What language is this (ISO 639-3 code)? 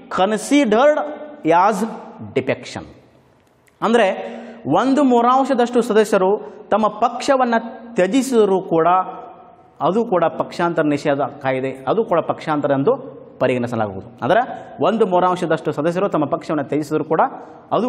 kan